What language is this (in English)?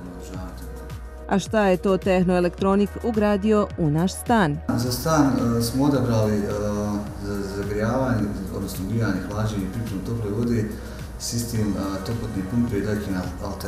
Bosnian